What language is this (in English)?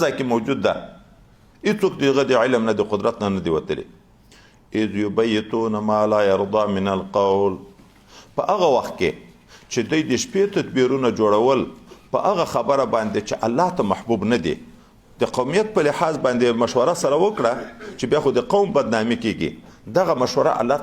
Pashto